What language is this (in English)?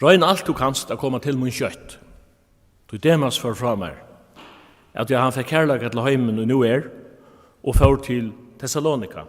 Faroese